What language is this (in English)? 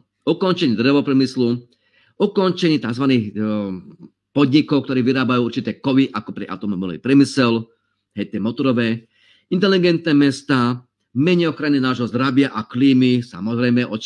Slovak